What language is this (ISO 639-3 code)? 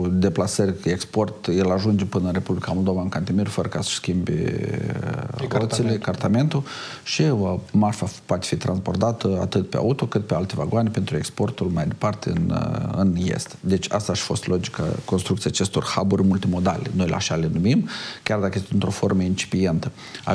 ron